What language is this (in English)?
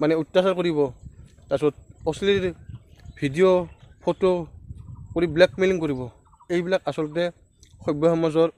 Assamese